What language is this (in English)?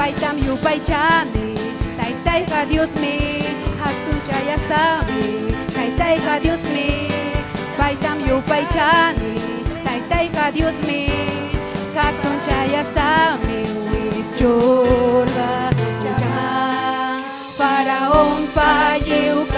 Ayacucho Quechua